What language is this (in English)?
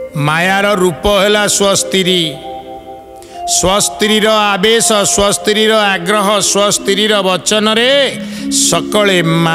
Odia